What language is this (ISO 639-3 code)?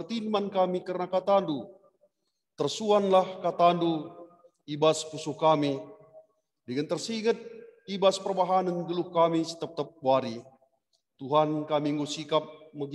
btx